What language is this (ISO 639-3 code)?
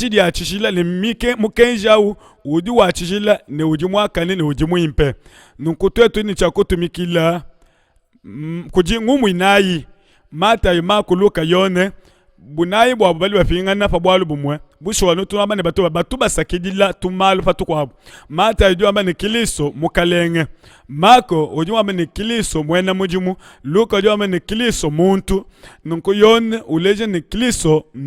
lua